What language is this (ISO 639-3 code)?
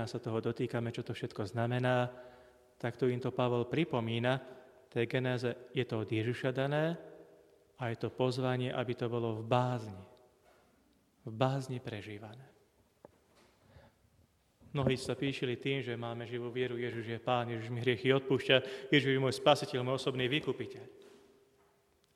slk